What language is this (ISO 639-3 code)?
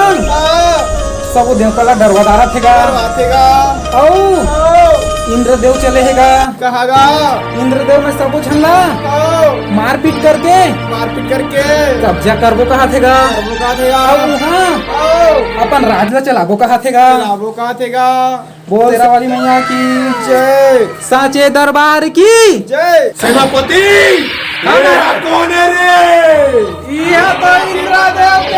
hne